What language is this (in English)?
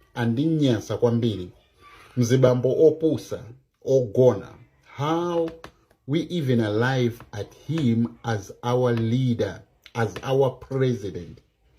Nyanja